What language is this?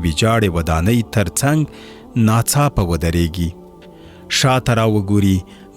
Pashto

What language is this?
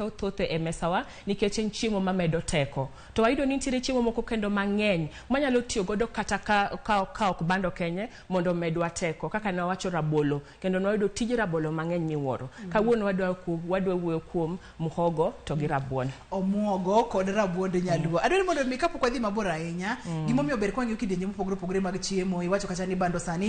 Luo (Kenya and Tanzania)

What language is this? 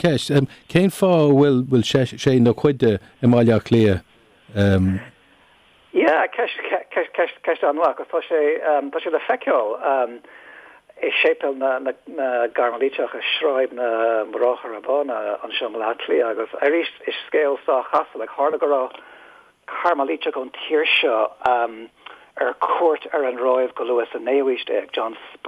Irish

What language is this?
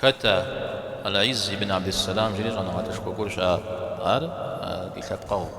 Kabardian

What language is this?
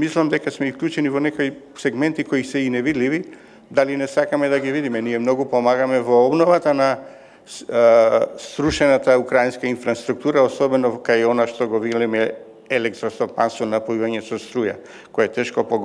Macedonian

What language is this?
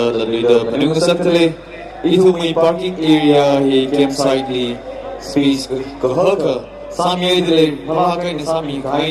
Tangkhul Naga (India)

